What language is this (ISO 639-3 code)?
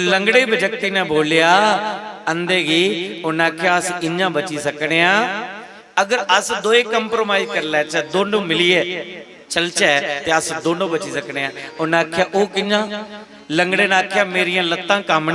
doi